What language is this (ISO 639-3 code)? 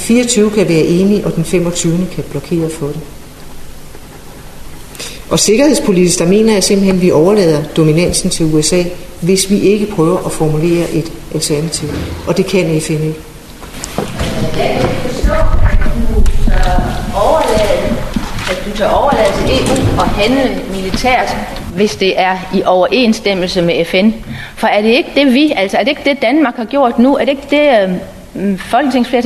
dan